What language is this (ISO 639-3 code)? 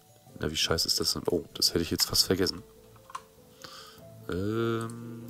deu